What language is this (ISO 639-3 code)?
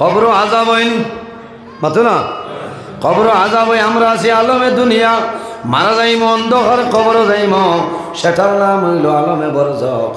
syl